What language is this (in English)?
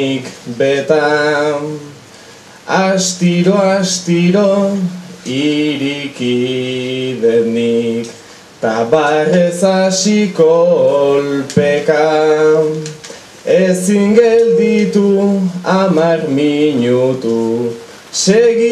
Basque